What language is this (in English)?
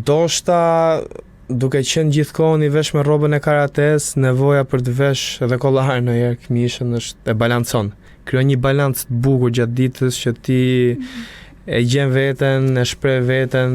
Albanian